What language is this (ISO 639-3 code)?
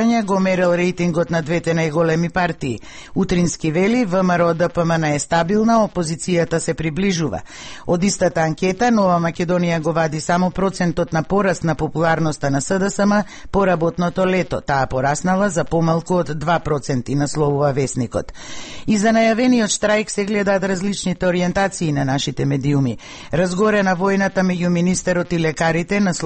mkd